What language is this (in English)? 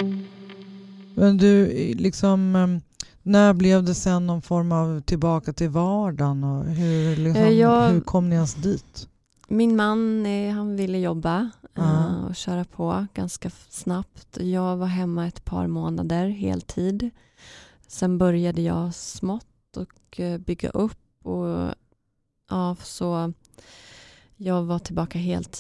Swedish